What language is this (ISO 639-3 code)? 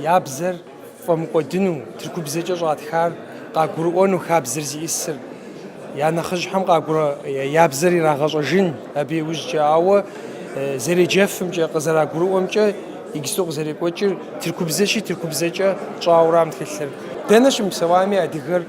kbd